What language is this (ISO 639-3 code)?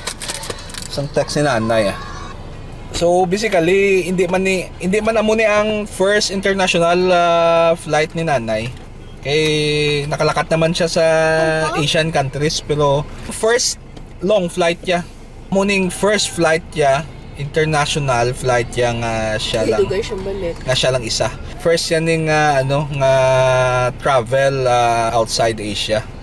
hil